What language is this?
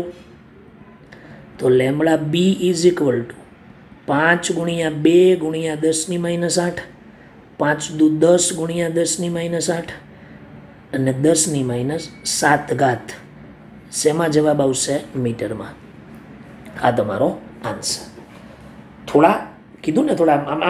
Gujarati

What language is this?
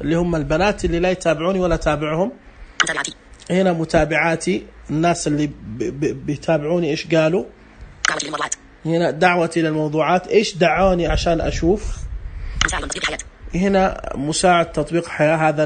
Najdi Arabic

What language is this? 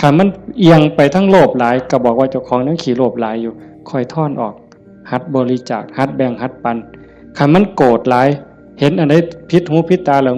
Northeastern Thai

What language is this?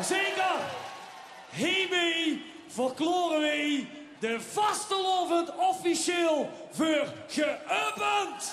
Limburgish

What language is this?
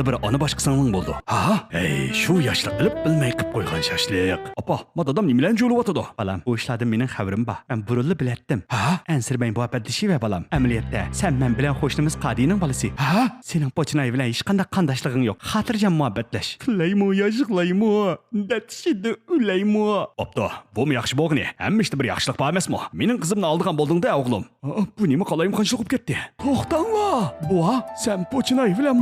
Uyghur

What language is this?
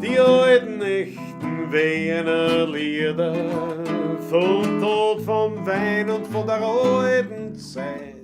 Bavarian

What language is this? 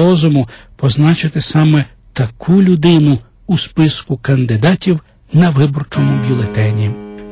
Ukrainian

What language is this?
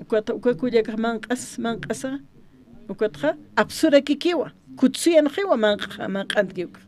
Aymara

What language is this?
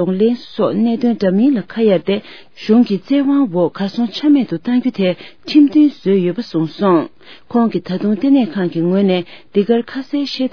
Tibetan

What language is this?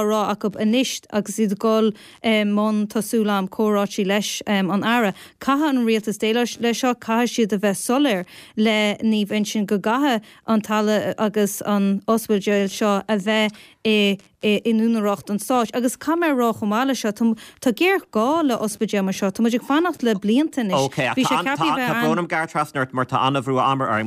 Irish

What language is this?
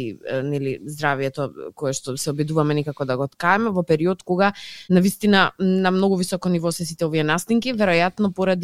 Macedonian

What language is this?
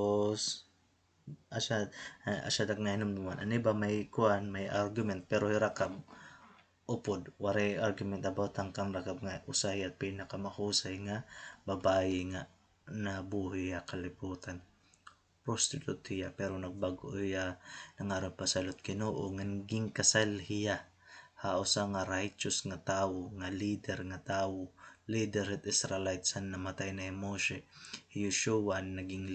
Waray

